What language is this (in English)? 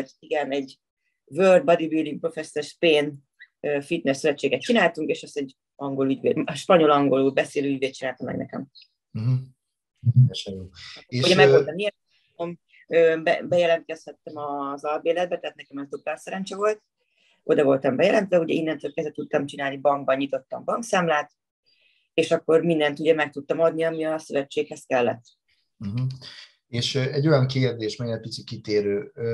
Hungarian